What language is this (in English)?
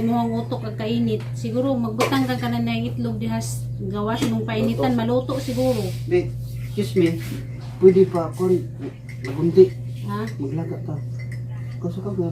Cebuano